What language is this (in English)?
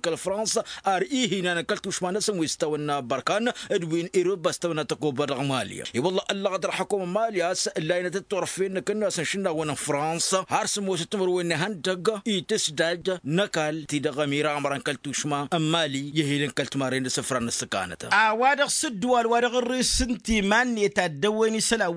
Tamasheq